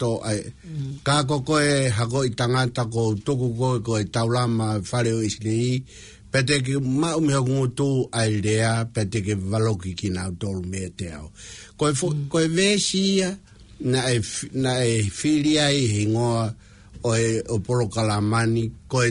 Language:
Tongan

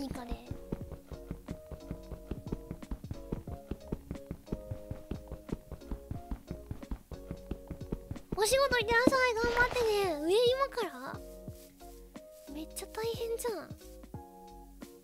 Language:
Japanese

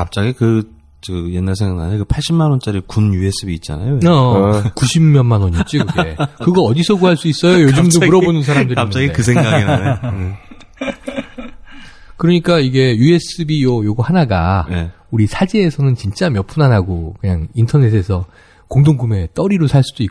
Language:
Korean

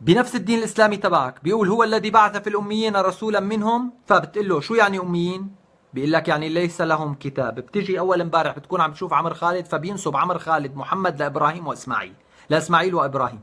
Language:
North Levantine Arabic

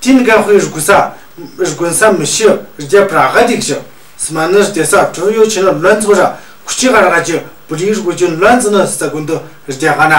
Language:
Tu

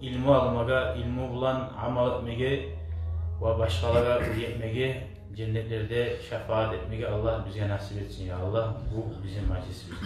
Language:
Kumyk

